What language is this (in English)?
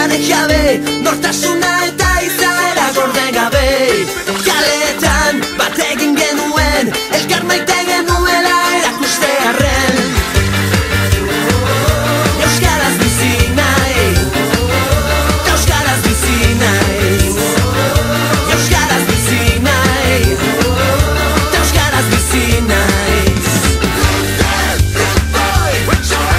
Basque